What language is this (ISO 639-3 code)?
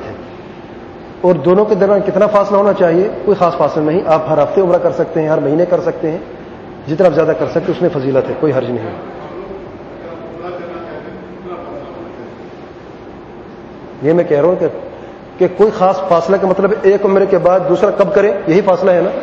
urd